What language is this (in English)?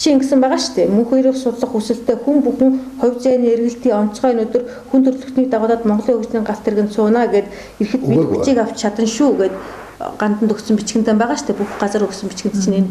Mongolian